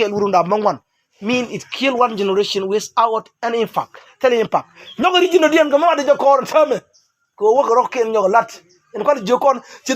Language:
Nuer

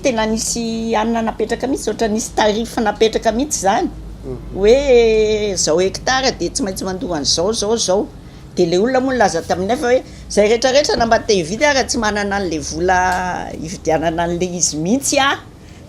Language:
Malagasy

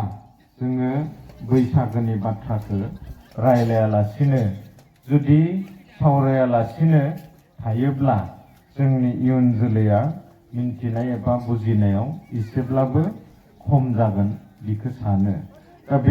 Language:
Bodo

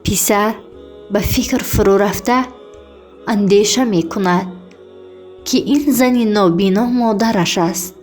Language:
Tajik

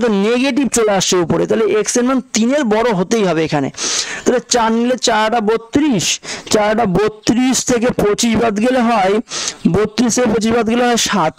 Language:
Bangla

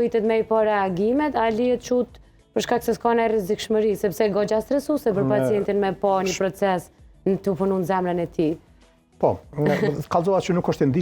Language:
Albanian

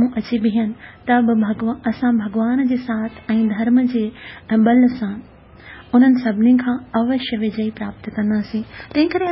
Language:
Sindhi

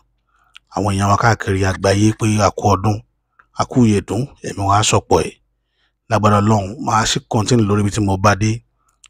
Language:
Yoruba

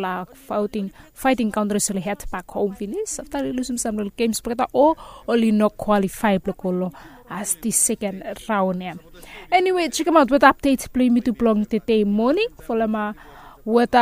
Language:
Bislama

